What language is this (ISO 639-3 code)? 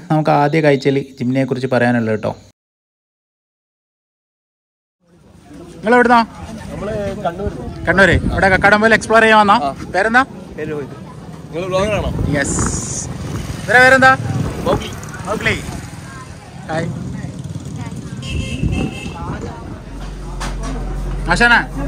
mal